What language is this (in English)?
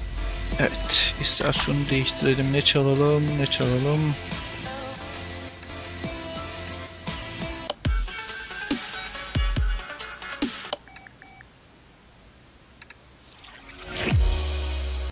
Turkish